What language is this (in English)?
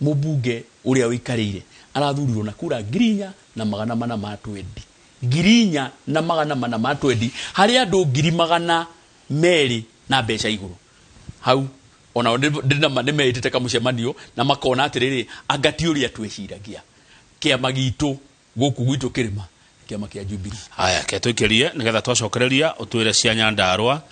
Kikuyu